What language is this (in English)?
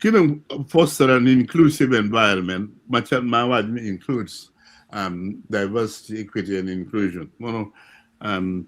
Acoli